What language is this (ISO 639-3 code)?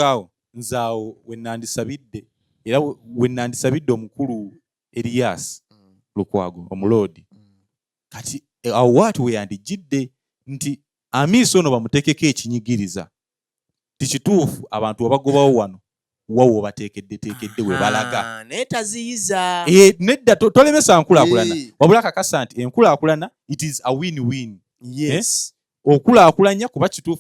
lug